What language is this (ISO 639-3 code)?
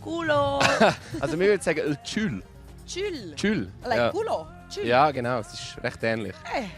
roh